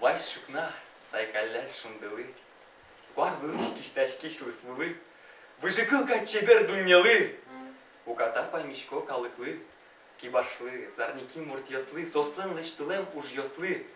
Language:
Udmurt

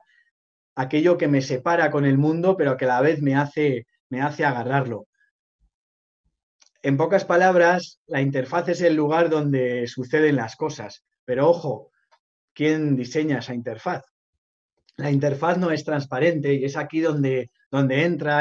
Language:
Spanish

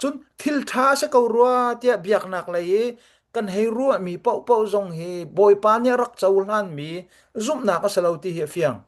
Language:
Hakha Chin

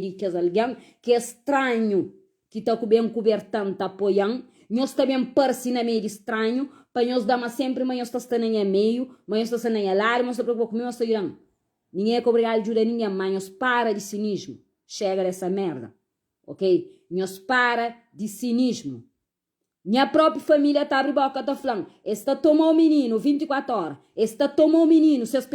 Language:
Kabuverdianu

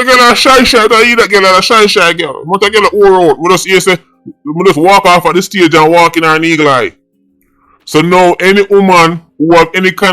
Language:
Jamaican Creole English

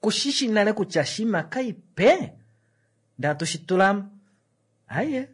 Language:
Kuanyama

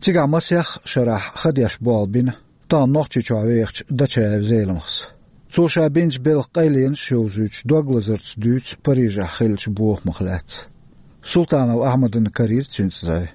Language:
Chechen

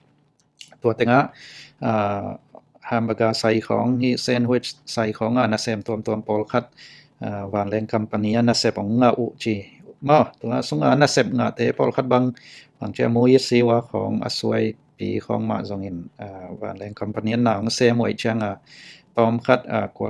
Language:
Tedim Chin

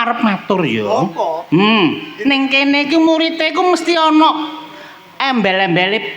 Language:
Javanese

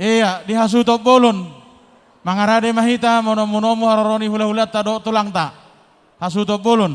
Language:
Batak Toba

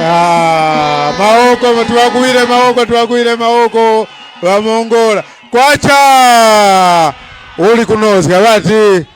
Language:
Tumbuka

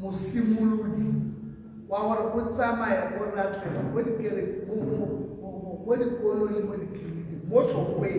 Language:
Tswana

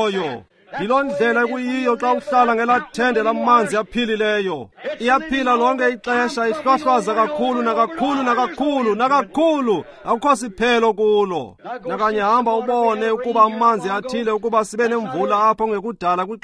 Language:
Xhosa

